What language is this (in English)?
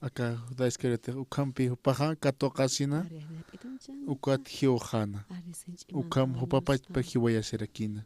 Aymara